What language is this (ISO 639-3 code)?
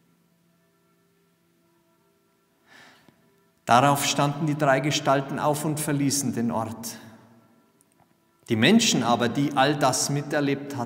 deu